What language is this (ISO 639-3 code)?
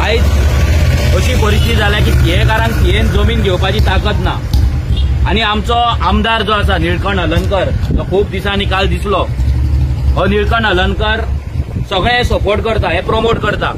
kok